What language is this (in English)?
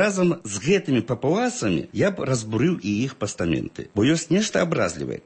Belarusian